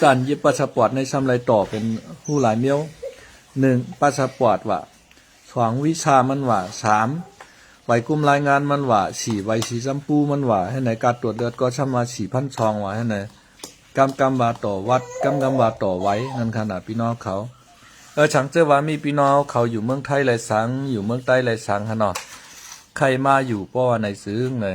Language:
Shan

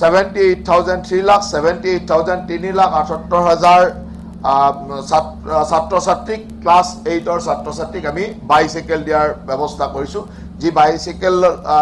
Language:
Assamese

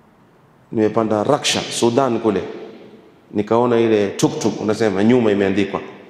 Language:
Swahili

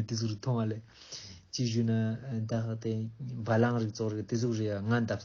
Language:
Ladakhi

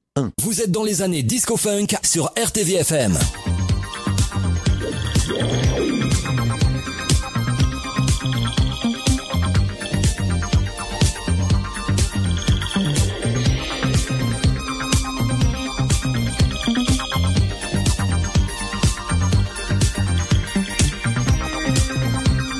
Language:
French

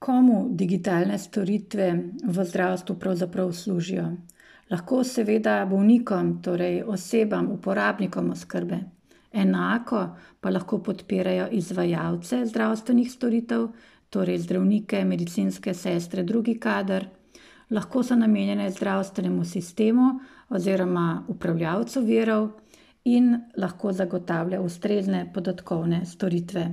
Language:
Slovenian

